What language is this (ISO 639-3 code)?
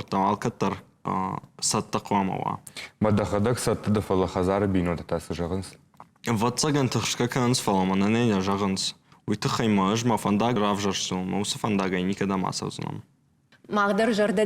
oss